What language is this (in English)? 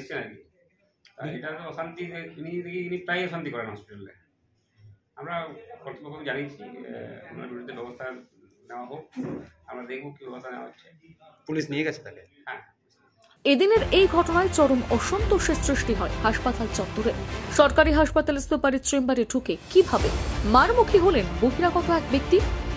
Bangla